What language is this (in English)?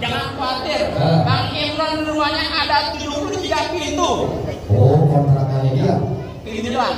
Betawi